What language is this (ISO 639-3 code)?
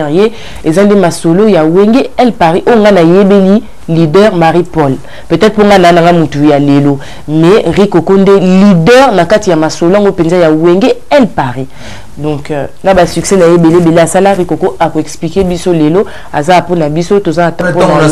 lin